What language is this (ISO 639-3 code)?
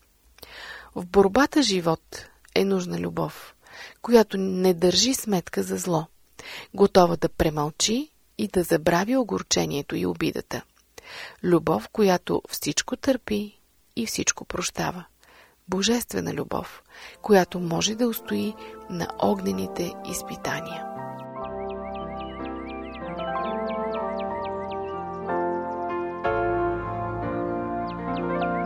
bul